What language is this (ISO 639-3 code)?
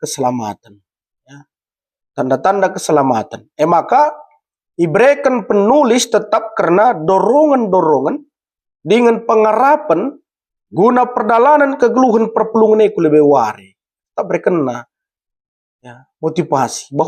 btx